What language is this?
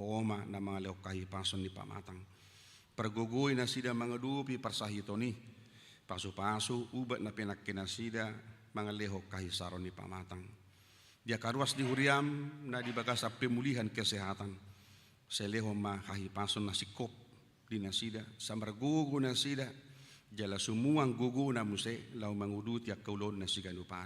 Batak Toba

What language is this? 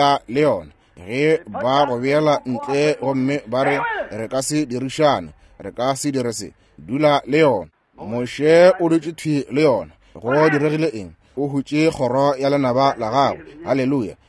Northern Sotho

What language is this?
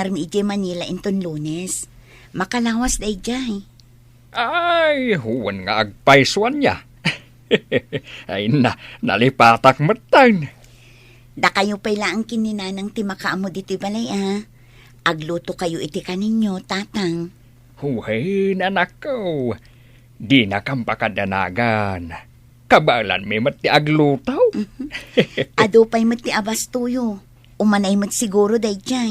Iloko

